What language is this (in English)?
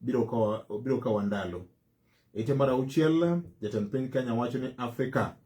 Luo (Kenya and Tanzania)